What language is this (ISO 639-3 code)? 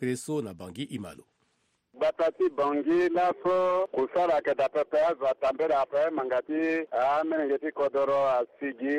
sag